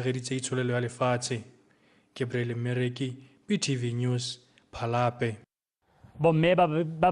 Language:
Tswana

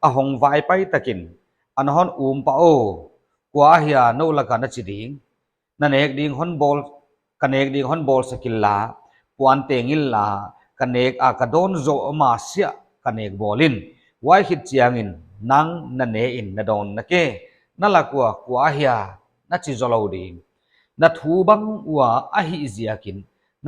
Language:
Paite Chin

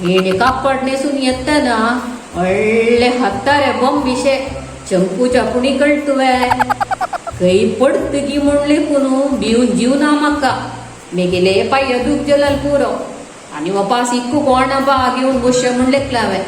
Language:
Konkani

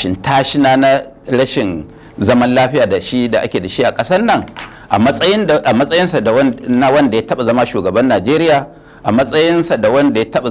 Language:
Hausa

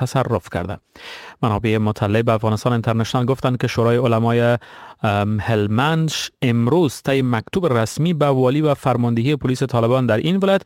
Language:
Persian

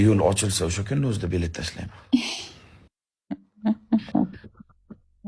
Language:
Uzbek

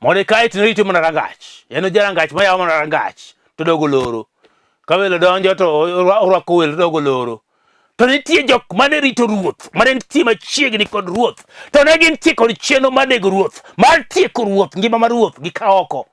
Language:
Luo (Kenya and Tanzania)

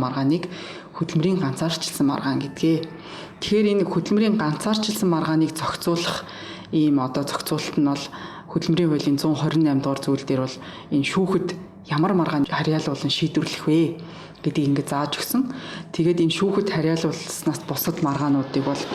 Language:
Mongolian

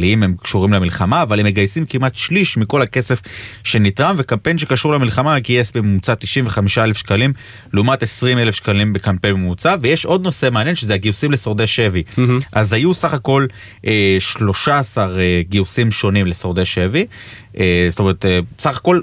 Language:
Hebrew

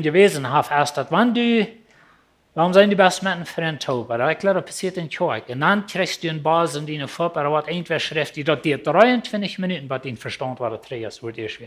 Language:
Plautdietsch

